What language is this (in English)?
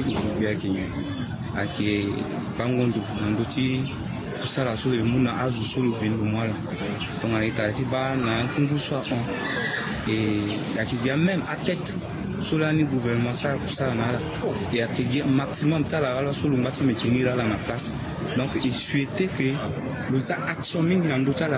Sango